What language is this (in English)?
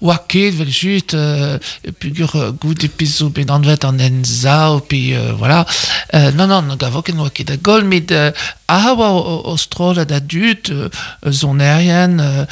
Breton